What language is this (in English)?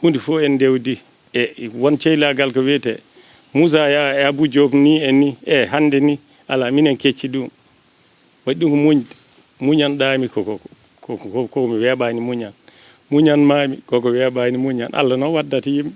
Fula